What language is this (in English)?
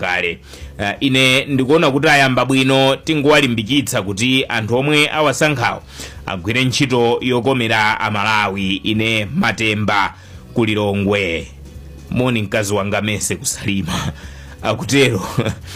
Nyanja